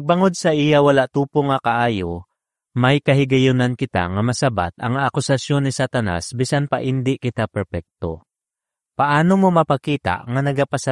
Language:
Hiligaynon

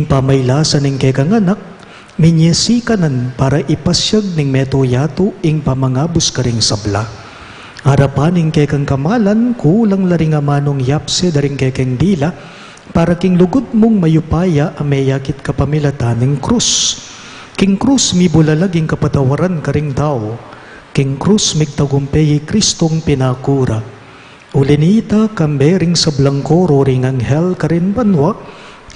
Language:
Pampanga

